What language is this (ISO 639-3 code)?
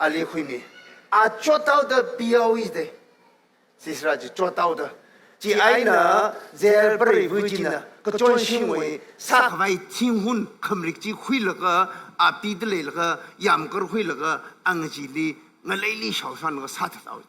nmf